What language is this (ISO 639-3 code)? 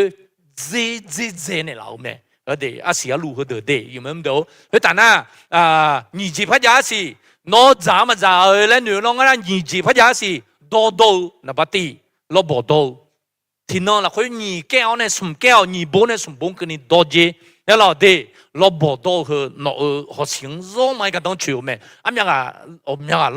ahk